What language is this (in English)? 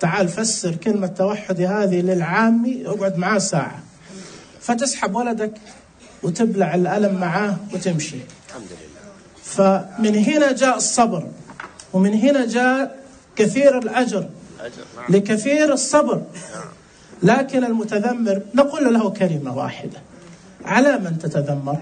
Najdi Arabic